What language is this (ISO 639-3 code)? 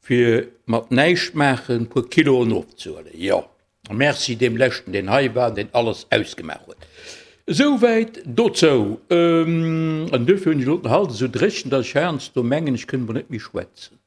ltz